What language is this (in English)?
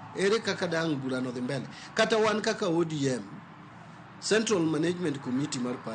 Luo (Kenya and Tanzania)